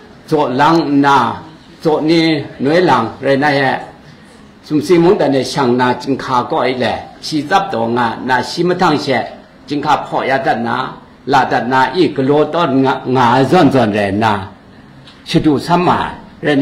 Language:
Kachin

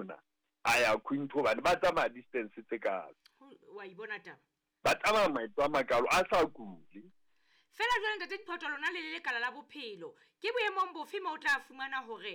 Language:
Southern Sotho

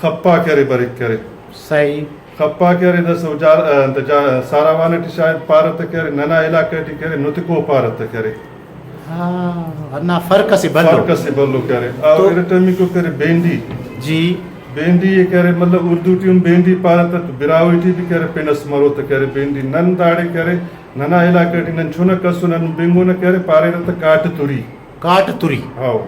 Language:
Brahui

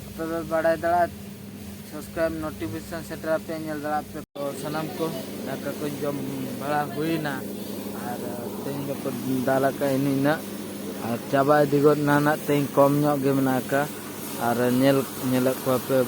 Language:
Santali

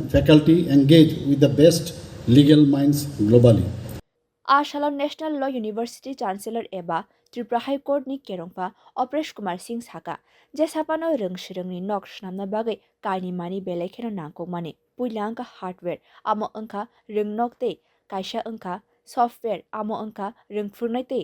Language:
Kok Borok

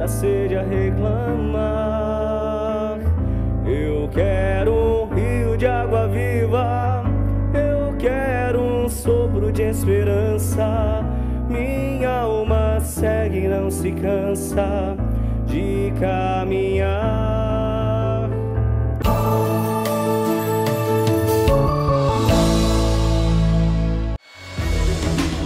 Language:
Portuguese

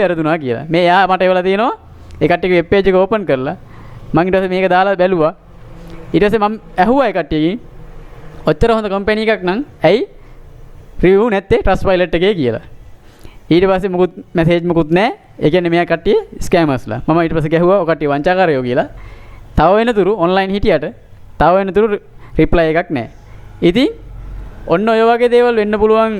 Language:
Sinhala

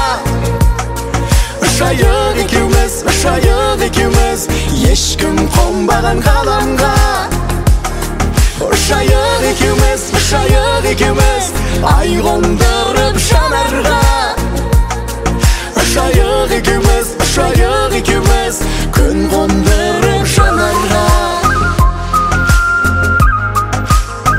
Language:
Kazakh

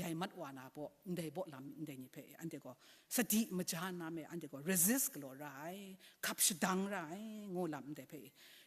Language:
Kachin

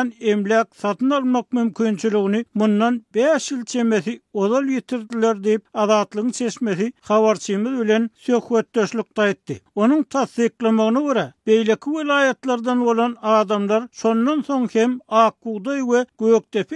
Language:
Turkmen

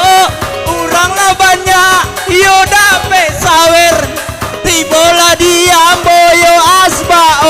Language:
Minangkabau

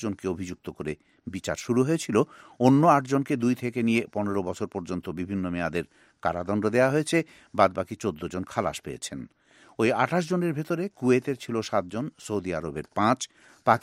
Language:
Bangla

